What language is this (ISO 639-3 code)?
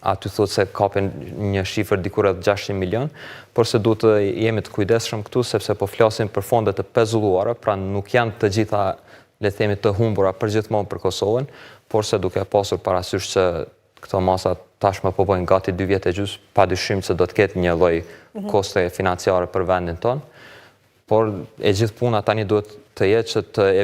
sqi